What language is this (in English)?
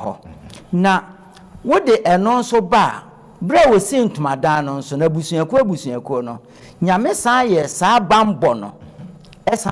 Akan